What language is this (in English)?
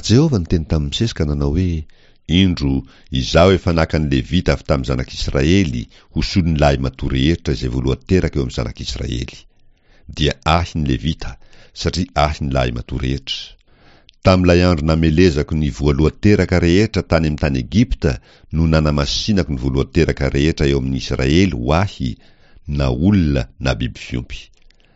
Malagasy